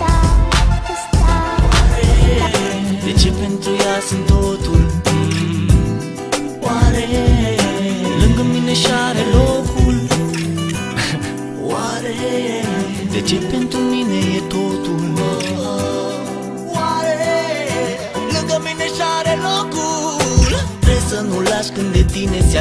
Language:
Romanian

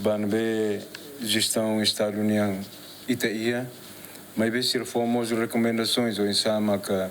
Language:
Tetum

